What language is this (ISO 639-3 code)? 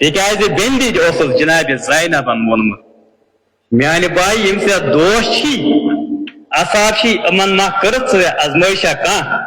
kas